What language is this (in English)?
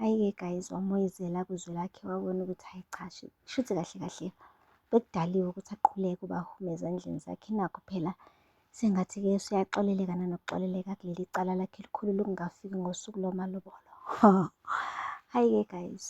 Zulu